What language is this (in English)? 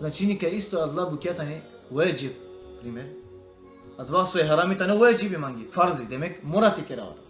Balkan Romani